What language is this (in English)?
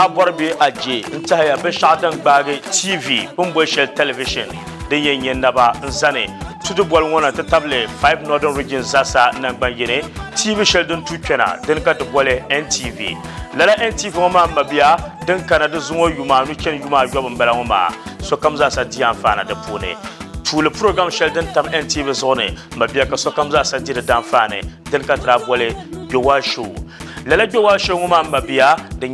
Dagbani